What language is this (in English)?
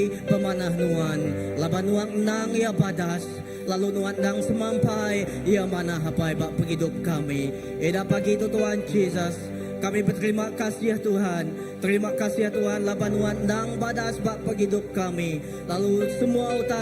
Iban